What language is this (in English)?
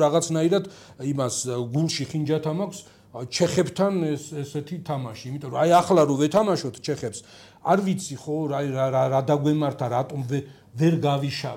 Georgian